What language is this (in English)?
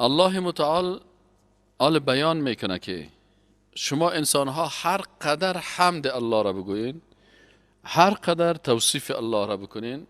Persian